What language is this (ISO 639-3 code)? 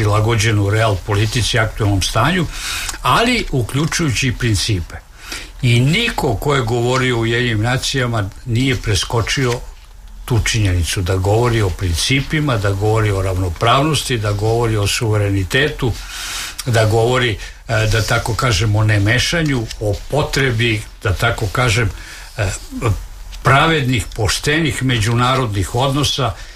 srp